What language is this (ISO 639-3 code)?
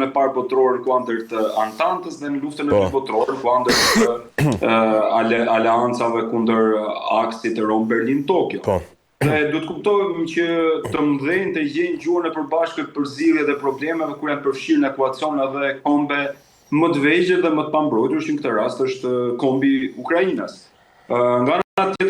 sqi